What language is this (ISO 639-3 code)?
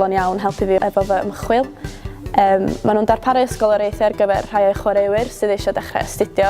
cym